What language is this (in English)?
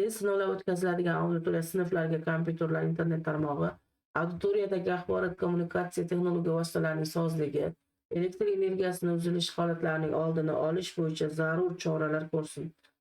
Uzbek